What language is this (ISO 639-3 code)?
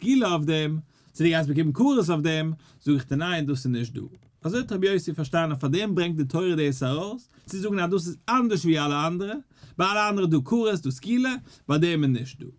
yid